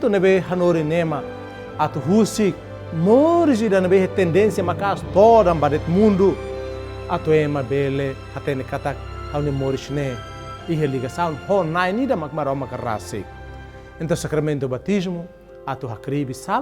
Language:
Tetum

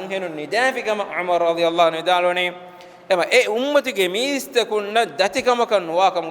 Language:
Divehi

